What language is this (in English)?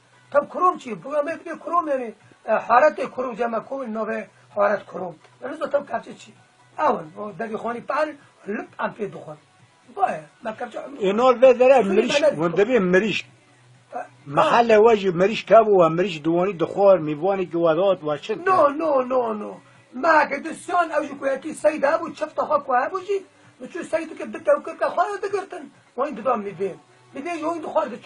Kurdish